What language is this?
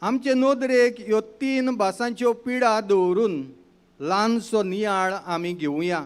Konkani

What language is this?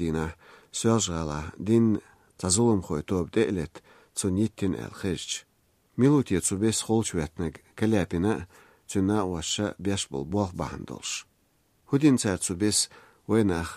Chechen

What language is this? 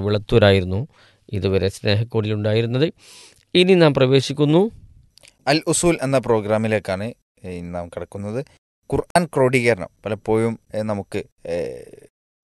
Malayalam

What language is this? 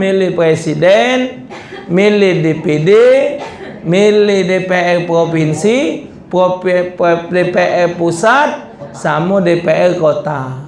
Musi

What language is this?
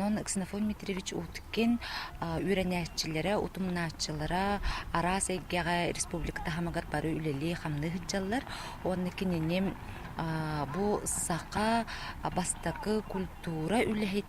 Yakut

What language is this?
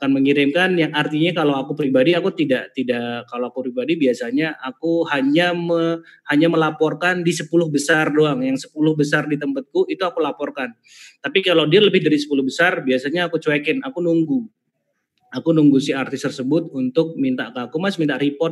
Indonesian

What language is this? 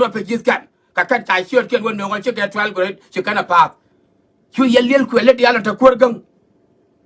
Nuer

